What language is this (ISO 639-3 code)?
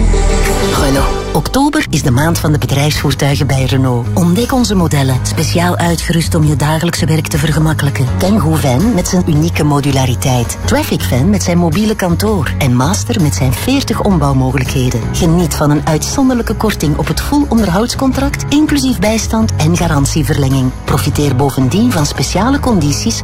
nld